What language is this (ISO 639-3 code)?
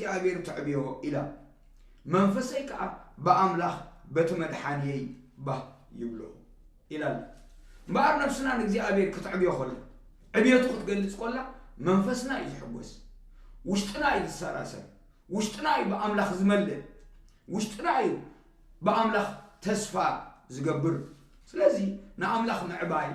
tir